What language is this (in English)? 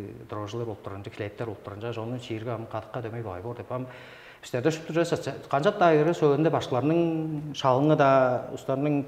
Tuvinian